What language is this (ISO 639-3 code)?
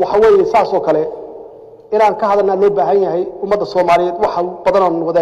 som